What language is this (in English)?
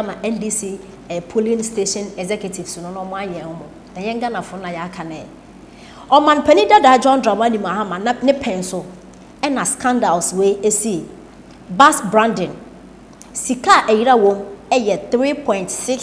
Akan